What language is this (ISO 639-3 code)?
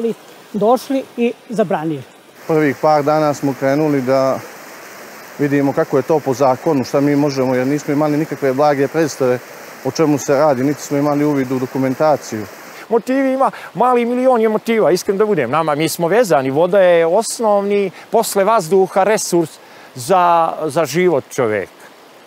srp